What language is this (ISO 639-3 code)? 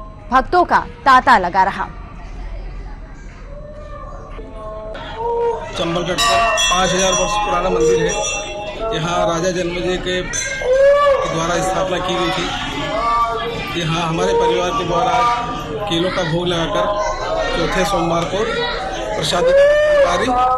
hin